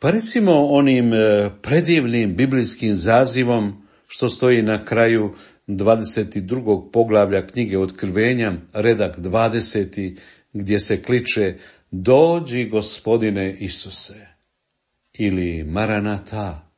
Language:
Croatian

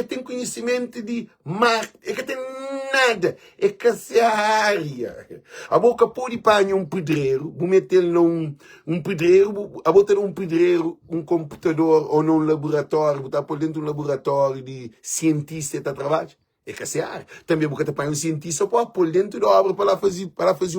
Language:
Kabuverdianu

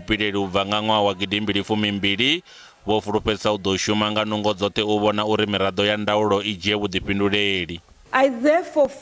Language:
Venda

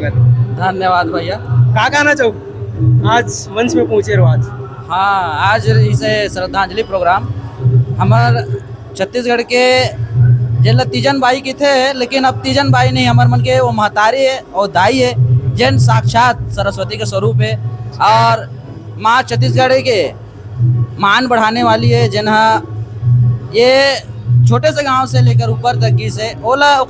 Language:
Chhattisgarhi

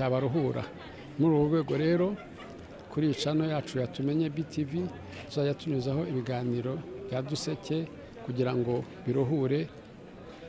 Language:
Kinyarwanda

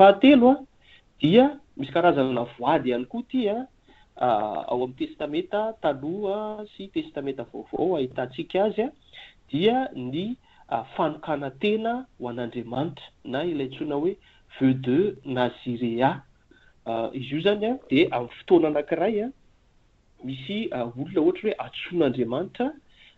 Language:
Malagasy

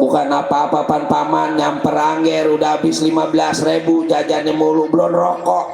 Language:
Betawi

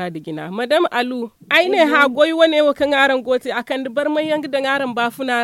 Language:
Zarma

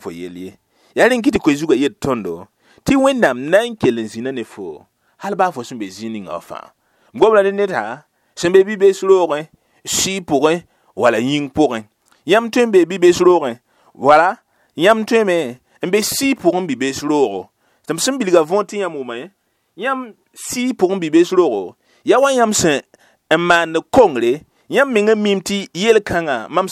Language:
Mossi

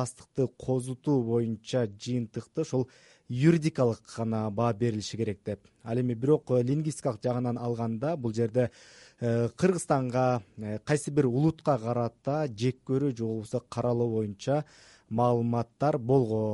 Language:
Kyrgyz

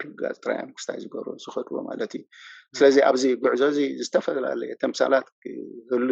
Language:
Tigrinya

